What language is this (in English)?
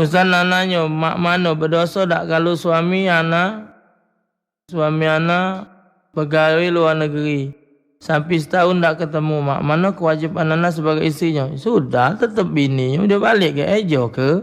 Musi